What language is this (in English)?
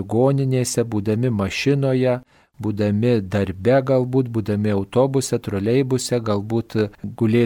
Lithuanian